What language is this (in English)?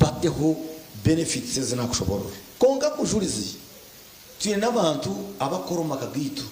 Nyankole